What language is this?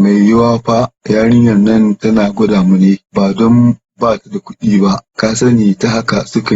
Hausa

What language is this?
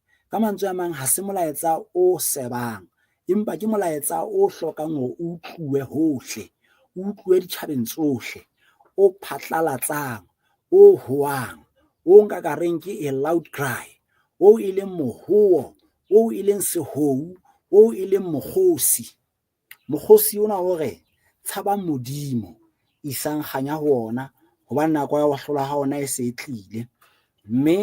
Southern Sotho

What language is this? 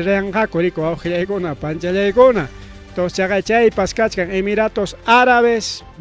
Ayacucho Quechua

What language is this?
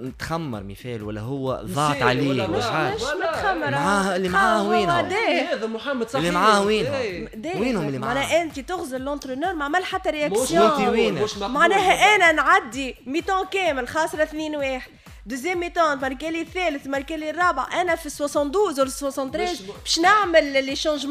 Tunisian Arabic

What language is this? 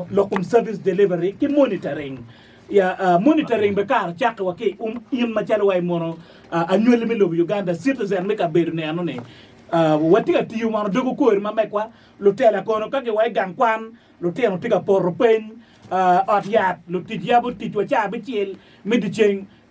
Acoli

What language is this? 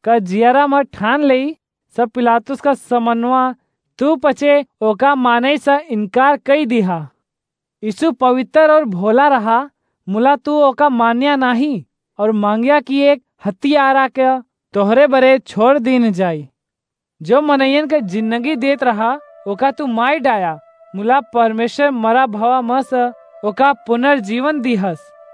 Awadhi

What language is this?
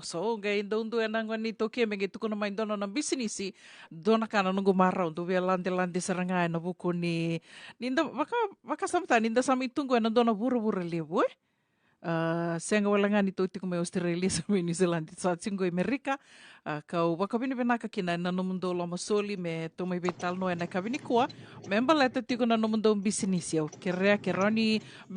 Fijian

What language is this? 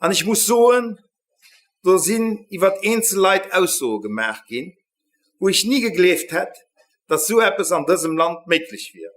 Luxembourgish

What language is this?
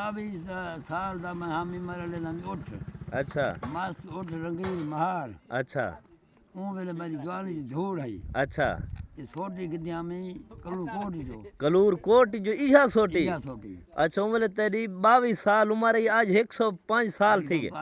Saraiki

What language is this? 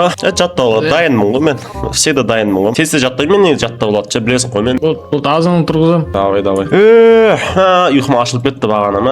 Kazakh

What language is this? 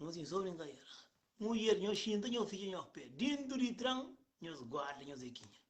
Kabuverdianu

